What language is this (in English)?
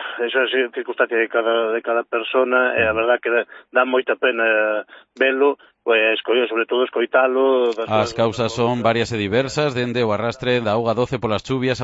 Galician